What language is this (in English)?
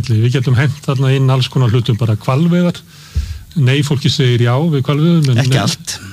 Icelandic